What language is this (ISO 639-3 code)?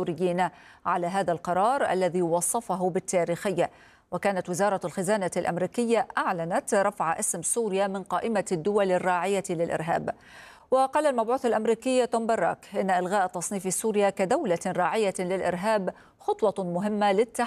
ara